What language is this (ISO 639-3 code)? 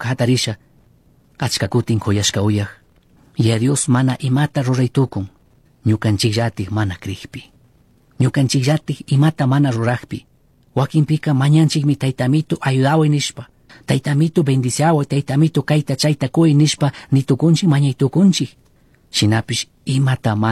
qug